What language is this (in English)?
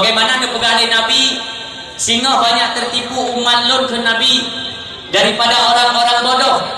Achinese